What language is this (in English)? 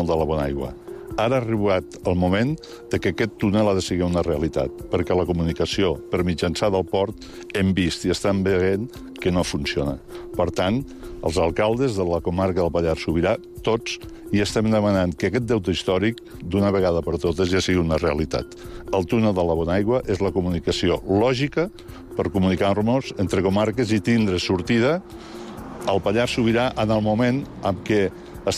Catalan